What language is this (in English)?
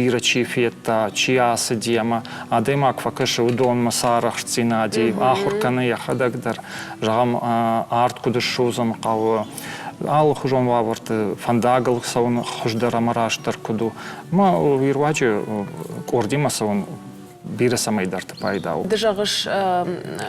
Ossetic